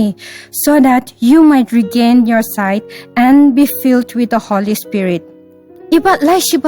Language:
Ao Naga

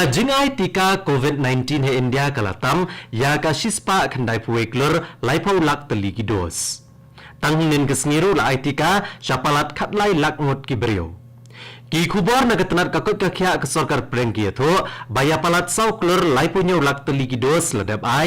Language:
Khasi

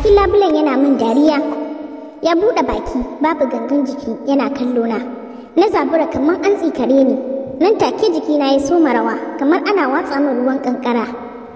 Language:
Hausa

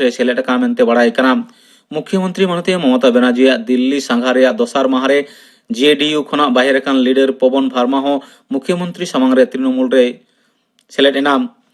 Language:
Santali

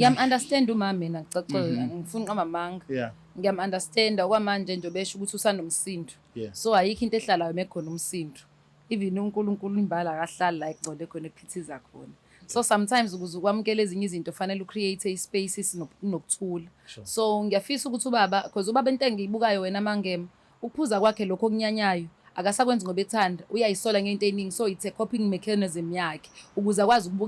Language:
Zulu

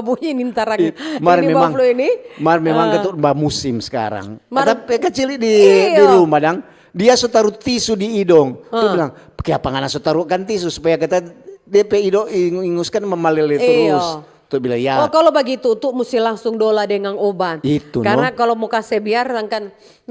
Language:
Manado Malay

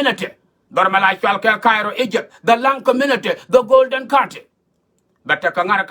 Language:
Nuer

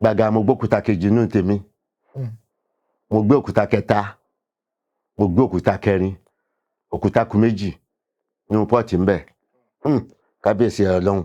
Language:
Yoruba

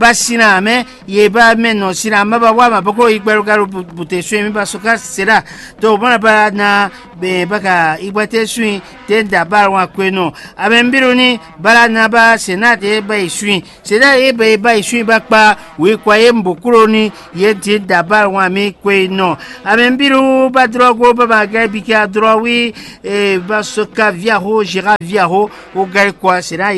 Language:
Fon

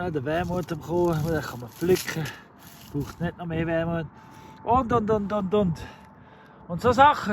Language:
Swiss German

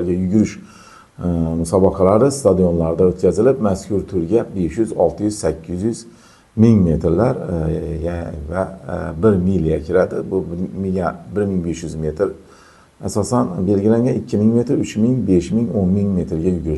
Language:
Uzbek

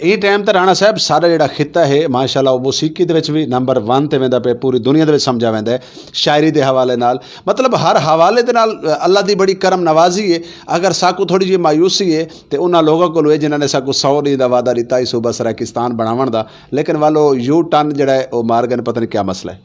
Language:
Saraiki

